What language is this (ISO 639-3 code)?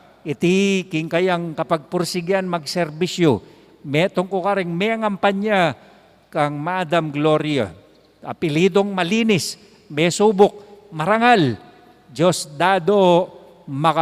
pam